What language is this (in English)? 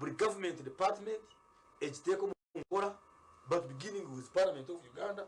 Nyankole